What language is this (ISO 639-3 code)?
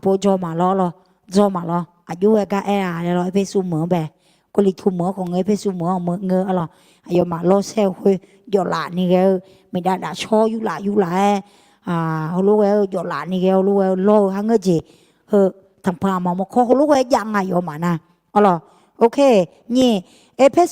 ahk